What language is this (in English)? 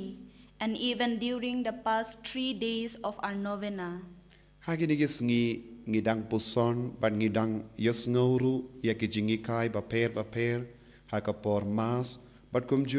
Khasi